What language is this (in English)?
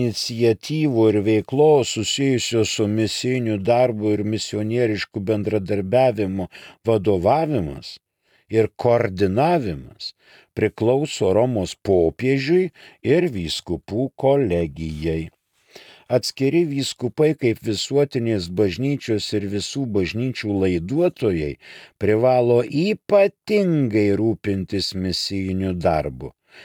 Lithuanian